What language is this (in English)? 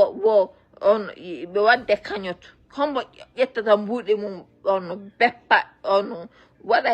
Fula